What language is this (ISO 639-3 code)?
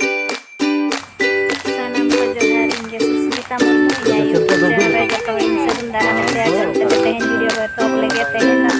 sat